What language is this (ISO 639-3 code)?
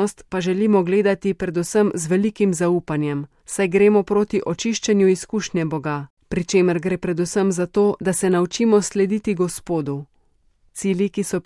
slv